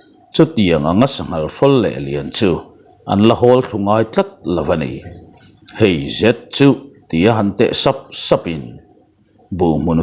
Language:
Mizo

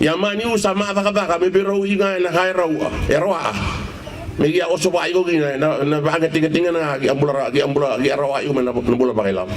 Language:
Fijian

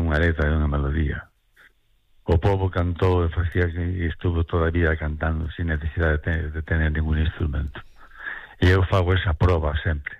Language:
Galician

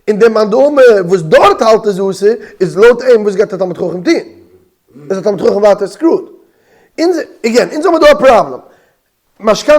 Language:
Yiddish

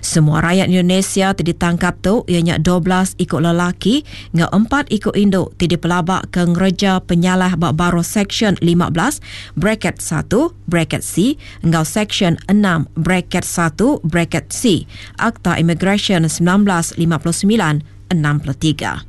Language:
Iban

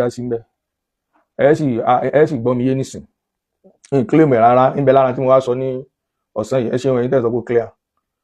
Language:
Yoruba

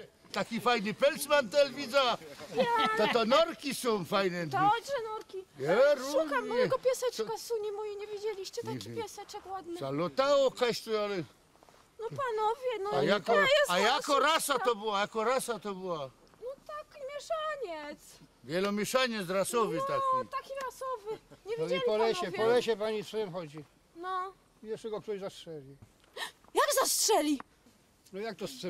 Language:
Silesian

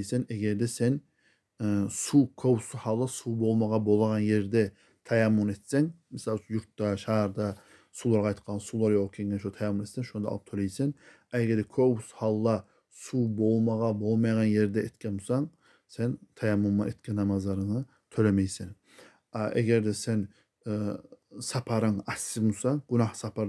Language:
Kumyk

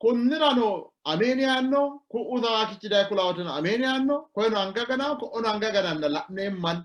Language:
Sidamo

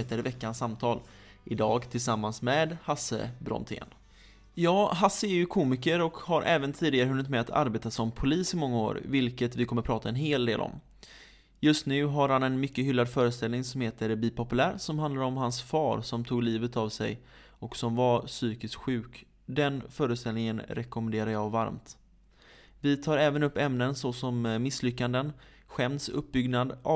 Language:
Swedish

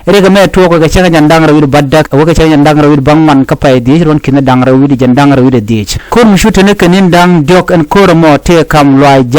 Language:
Nuer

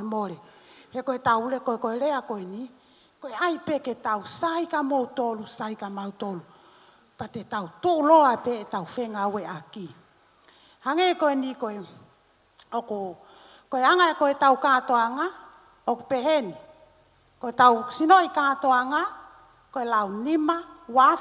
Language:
Tongan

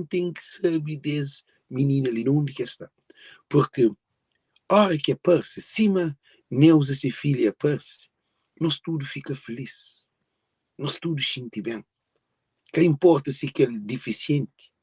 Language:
Kabuverdianu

